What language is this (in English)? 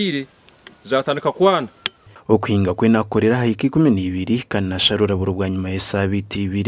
Nyankole